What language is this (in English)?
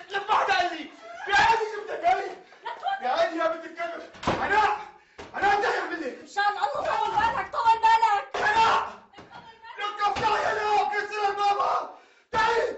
North Levantine Arabic